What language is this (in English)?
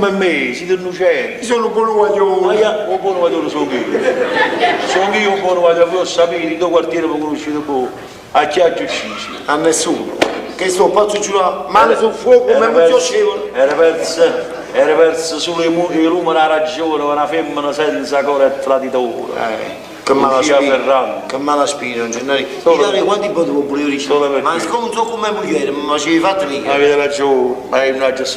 Neapolitan